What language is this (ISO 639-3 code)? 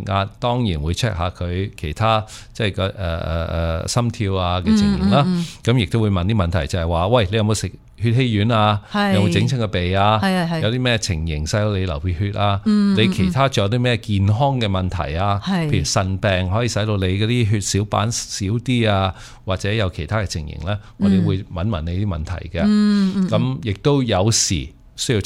yue